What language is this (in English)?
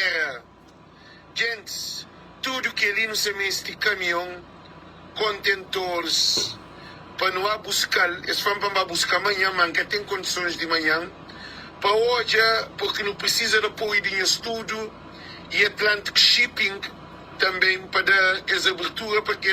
Kabuverdianu